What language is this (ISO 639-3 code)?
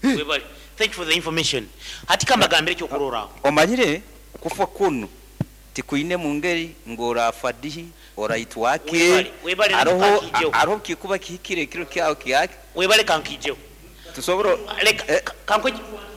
nyo